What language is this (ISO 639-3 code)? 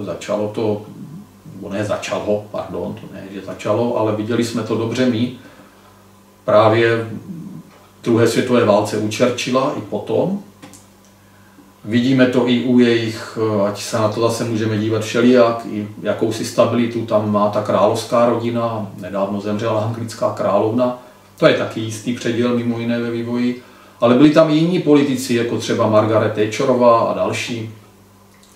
ces